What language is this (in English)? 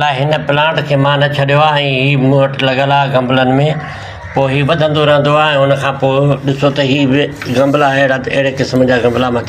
Sindhi